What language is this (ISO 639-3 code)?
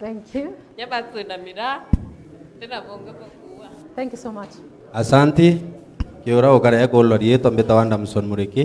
mer